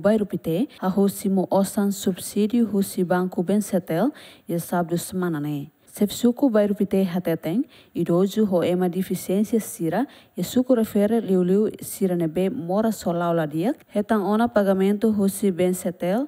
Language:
Tetum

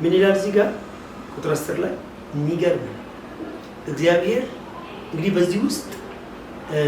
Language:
Amharic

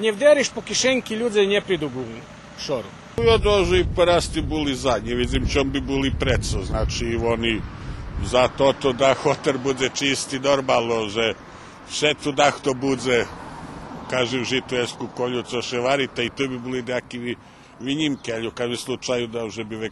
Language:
Rusyn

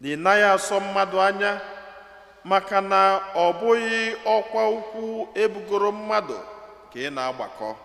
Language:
Igbo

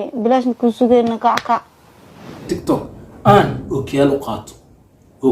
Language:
Somali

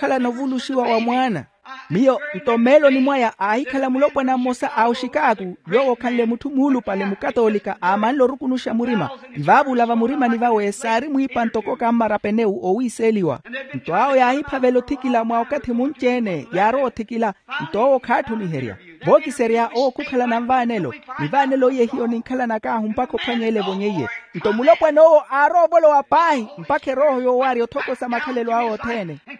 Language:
Makhuwa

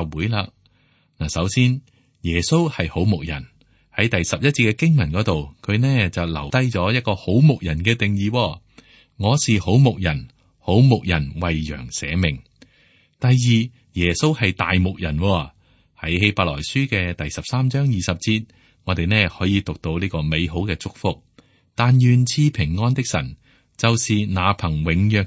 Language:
Cantonese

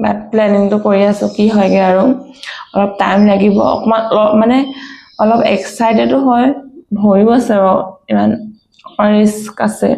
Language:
Assamese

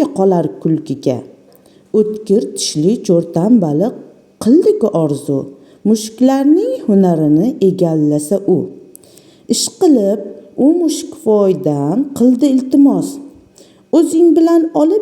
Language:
Uzbek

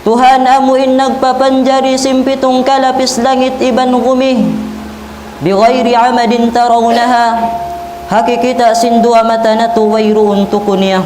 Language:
Tausug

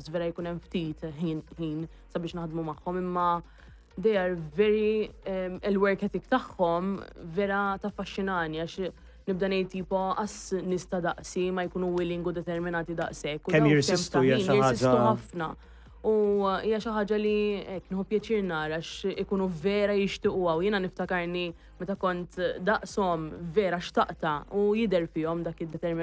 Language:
Maltese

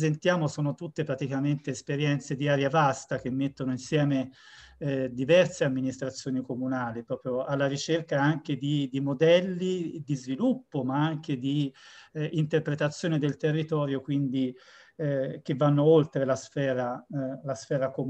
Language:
Italian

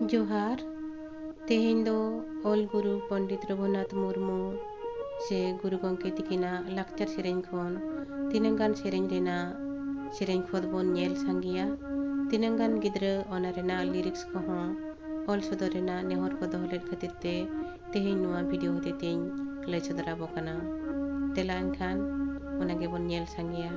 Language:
Santali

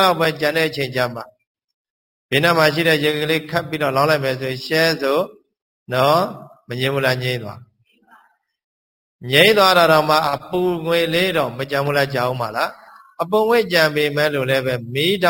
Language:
Burmese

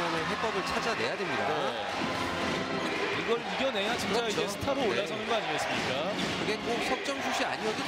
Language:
Korean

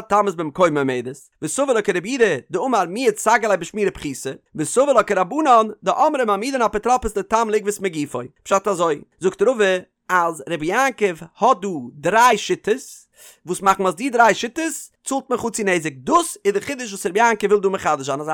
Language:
Yiddish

